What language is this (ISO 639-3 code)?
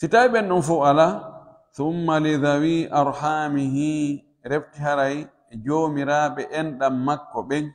fuf